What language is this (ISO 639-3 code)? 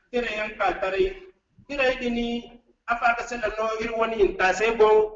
dje